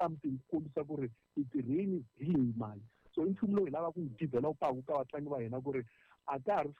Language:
Tsonga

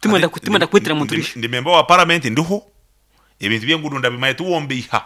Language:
Nyankole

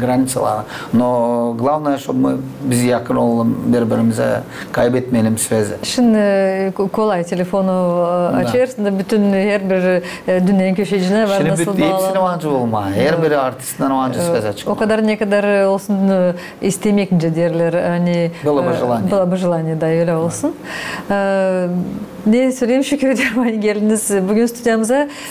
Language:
Gagauz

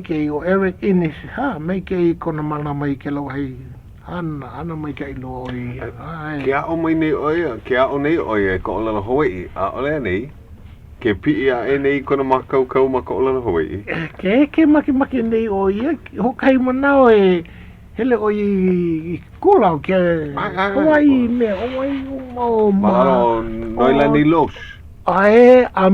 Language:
Hawaiian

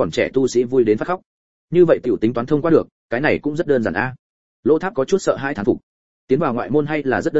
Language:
Vietnamese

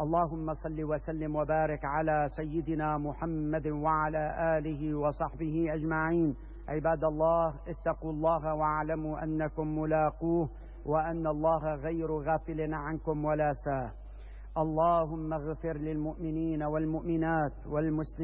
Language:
Arabic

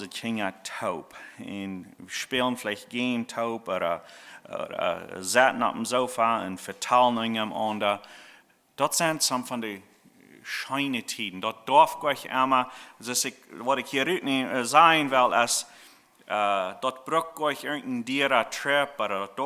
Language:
Plautdietsch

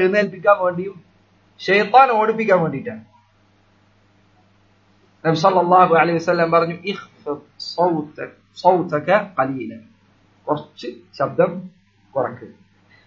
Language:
Malayalam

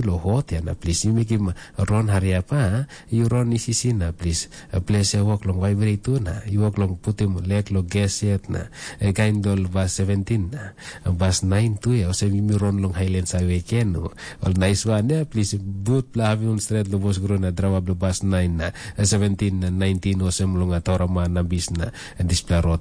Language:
Tok Pisin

